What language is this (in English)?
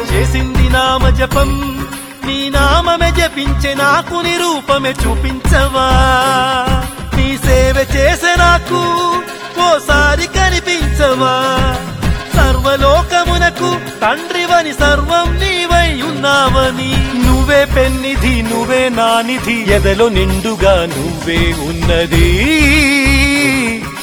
Telugu